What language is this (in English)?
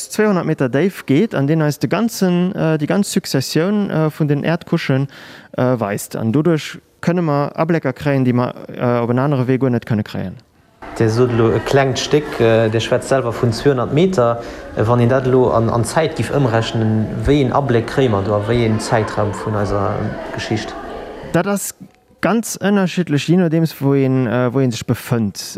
Luxembourgish